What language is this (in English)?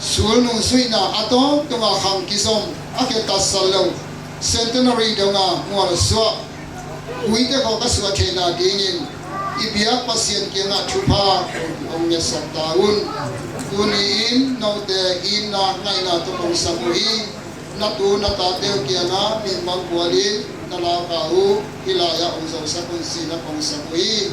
Tedim Chin